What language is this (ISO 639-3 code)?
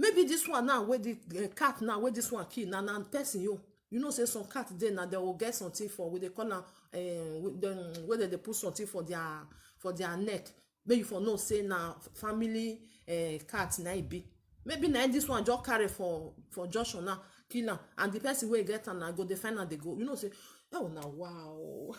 pcm